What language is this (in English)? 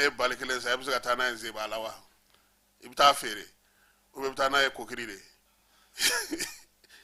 Bambara